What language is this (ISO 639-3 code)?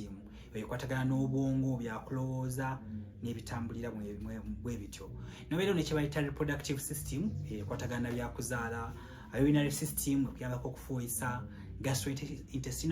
lug